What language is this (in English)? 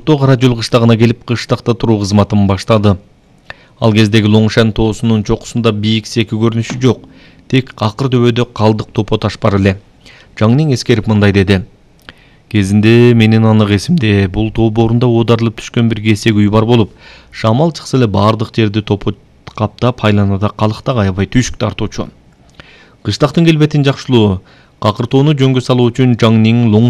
Kyrgyz